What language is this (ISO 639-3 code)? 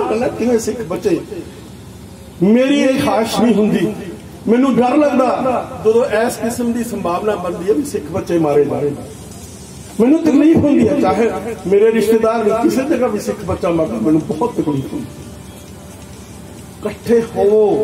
pan